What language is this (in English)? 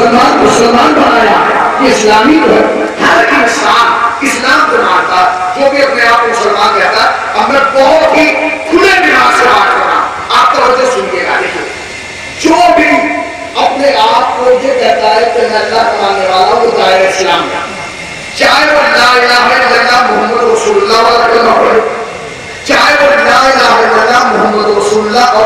Urdu